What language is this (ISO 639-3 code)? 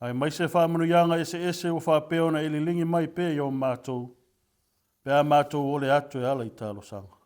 smo